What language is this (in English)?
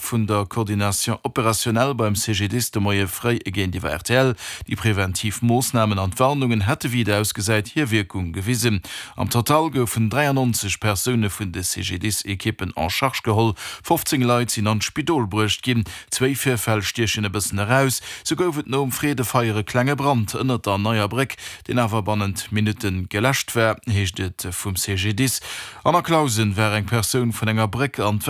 Luxembourgish